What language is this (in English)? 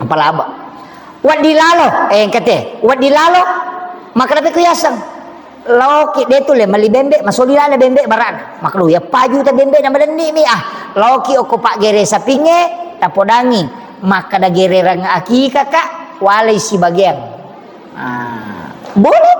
Buginese